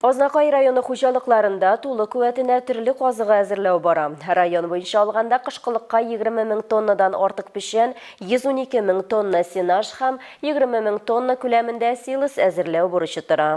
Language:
Tatar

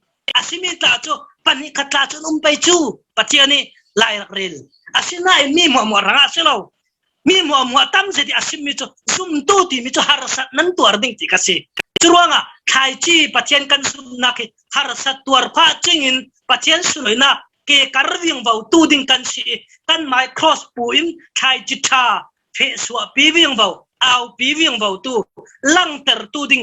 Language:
Falam Chin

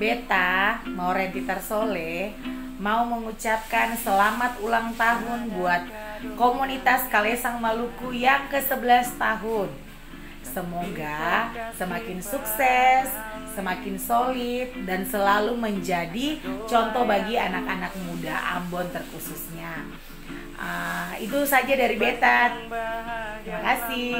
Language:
Ambonese Malay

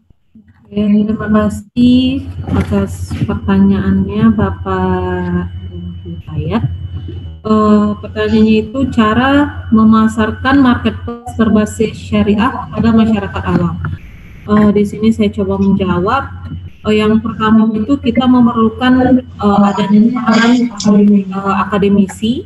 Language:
Indonesian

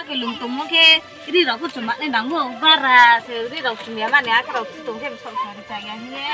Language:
Riang (India)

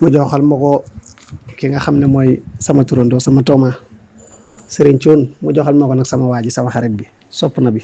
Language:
Wolof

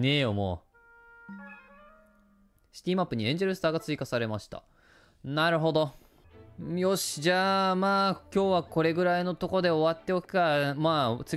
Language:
Japanese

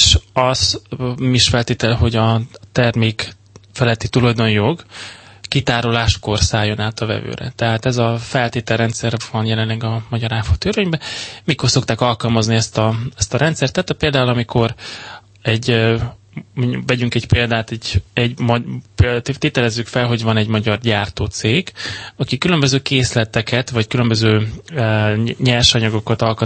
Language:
Hungarian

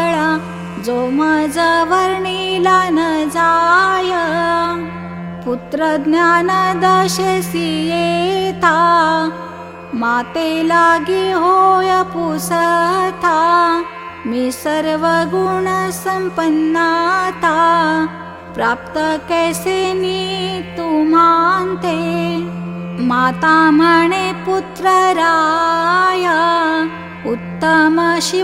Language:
Marathi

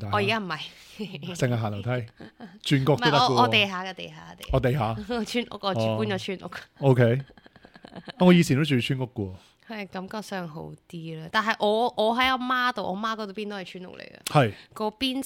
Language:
Cantonese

